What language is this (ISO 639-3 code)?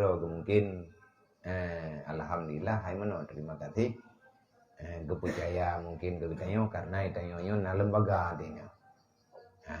ace